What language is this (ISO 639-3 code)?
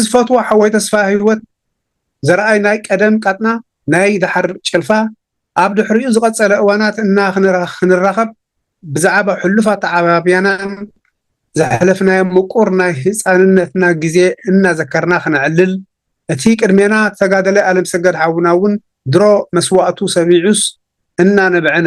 tir